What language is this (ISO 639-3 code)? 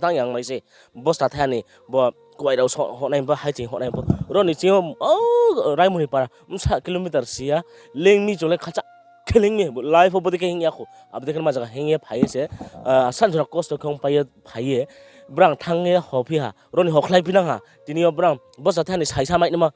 ria